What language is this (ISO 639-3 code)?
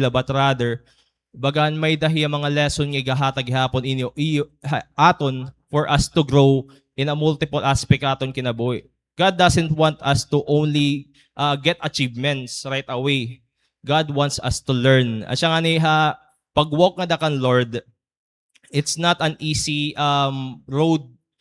war